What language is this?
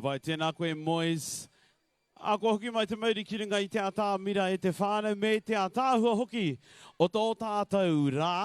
Māori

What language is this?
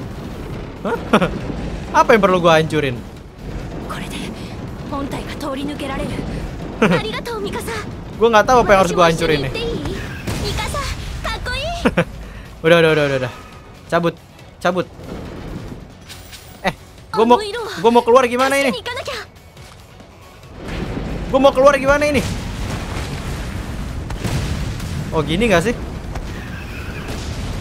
Indonesian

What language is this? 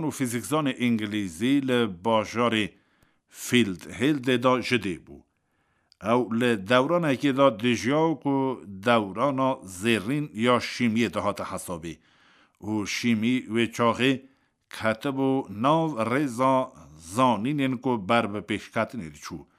Kurdish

